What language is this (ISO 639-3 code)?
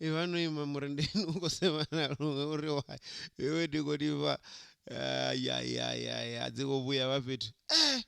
ven